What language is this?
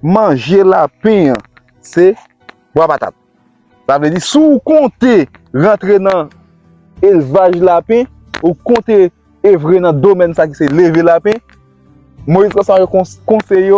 Haitian Creole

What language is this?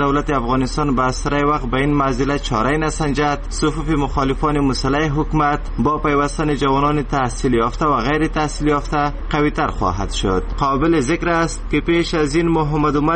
Persian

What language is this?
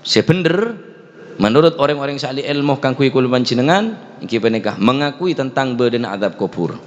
Madurese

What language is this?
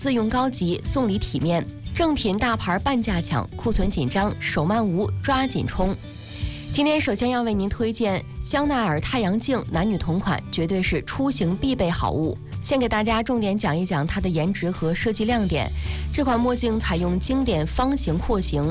Chinese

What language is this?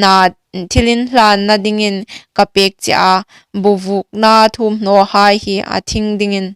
Hmar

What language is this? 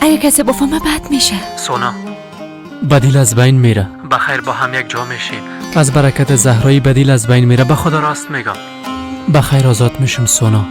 Persian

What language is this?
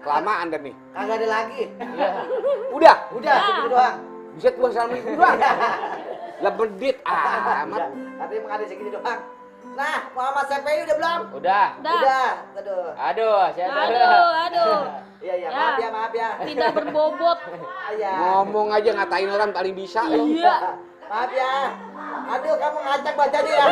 Betawi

